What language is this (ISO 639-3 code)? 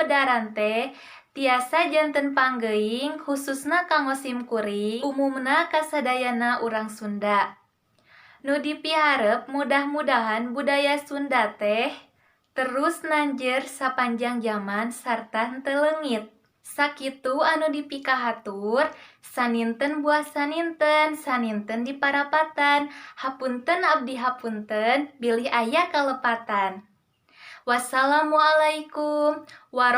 sun